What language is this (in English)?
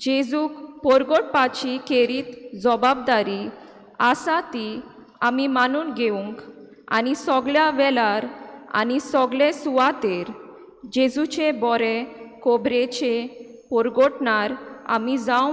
Konkani